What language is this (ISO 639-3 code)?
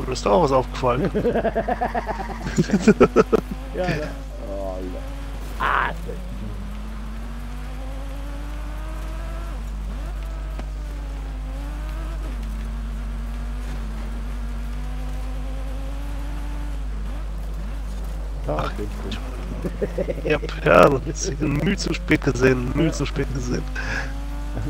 deu